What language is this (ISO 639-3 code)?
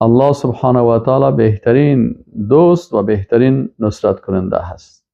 fas